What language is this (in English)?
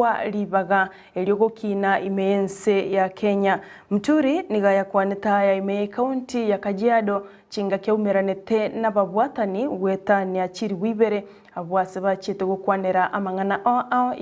Gusii